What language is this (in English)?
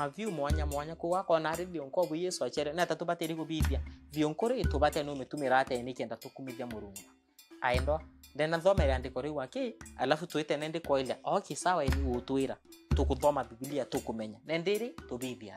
Meru